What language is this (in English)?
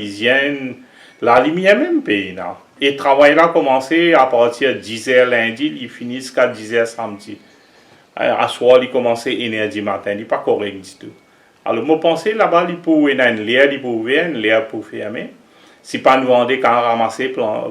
Morisyen